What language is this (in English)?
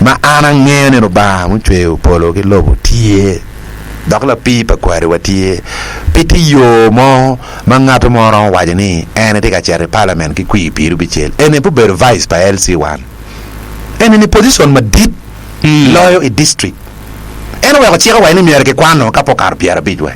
Acoli